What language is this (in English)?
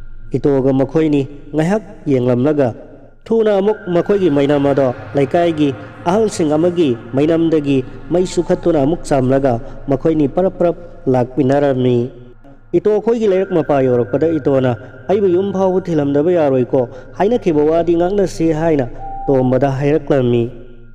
Manipuri